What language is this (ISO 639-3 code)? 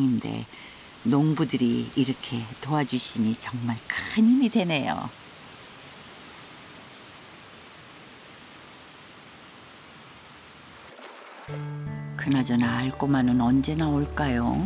kor